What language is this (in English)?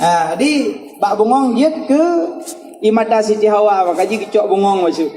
Achinese